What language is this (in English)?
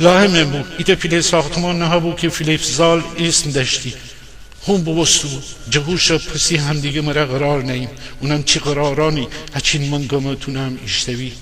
Gilaki